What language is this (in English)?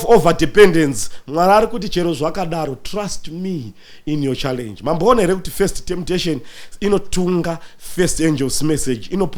Shona